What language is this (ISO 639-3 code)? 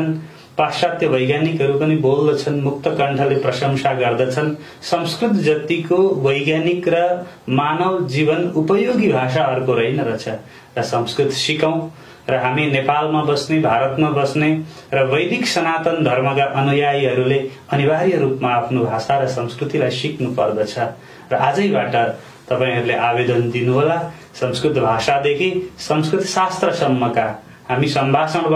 nep